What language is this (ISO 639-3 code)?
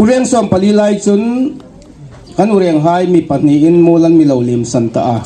hmr